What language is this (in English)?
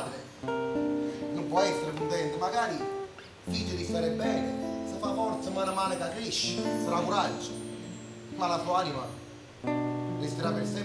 Neapolitan